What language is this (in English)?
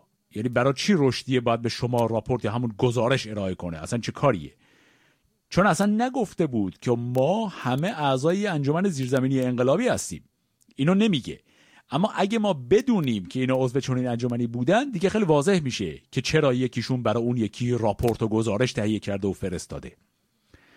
Persian